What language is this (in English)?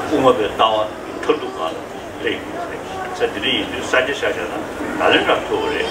Tibetan